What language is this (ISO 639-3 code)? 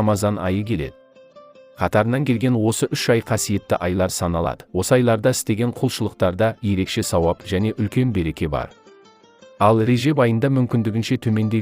kaz